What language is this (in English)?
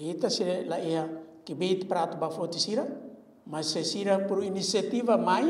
Tetum